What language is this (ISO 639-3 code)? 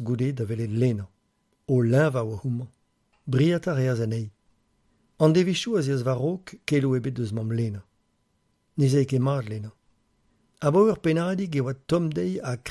bre